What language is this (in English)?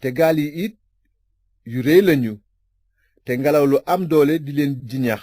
Wolof